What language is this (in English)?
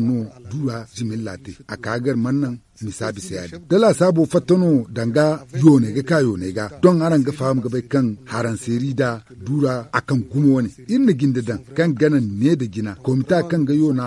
Zarma